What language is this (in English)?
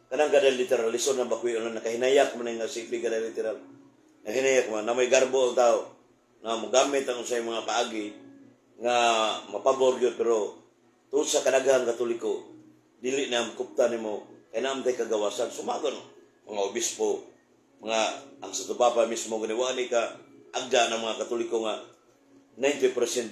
Cebuano